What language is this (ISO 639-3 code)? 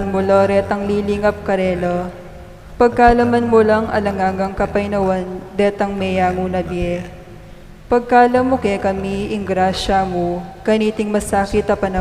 pam